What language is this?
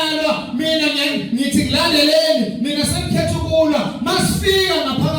Zulu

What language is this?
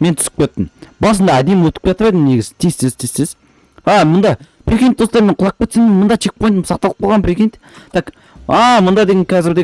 Kazakh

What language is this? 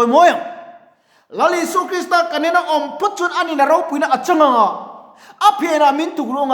Mizo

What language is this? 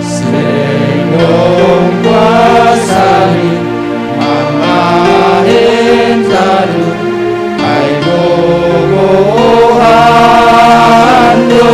Batak Simalungun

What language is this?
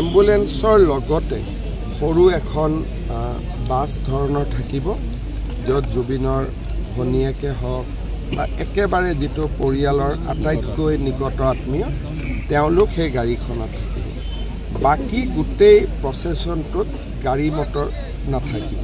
Assamese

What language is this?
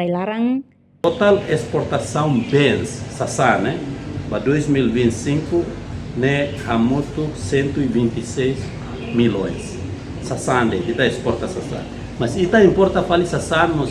Tetum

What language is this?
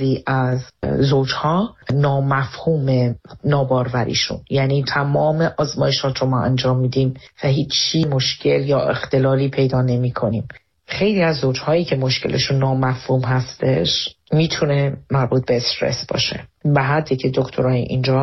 Persian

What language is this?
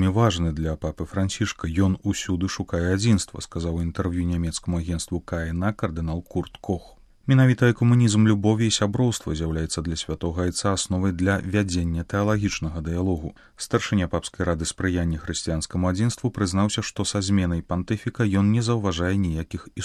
Belarusian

